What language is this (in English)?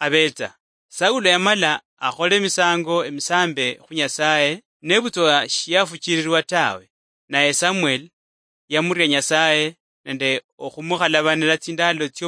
Luyia